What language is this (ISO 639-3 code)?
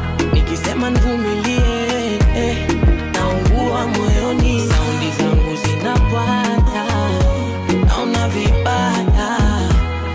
swa